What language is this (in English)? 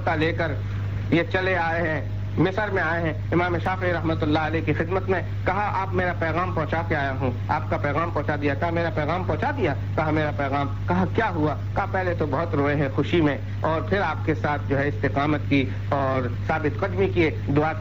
Urdu